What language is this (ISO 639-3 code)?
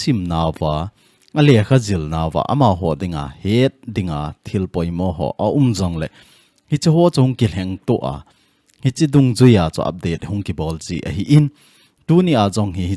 tcz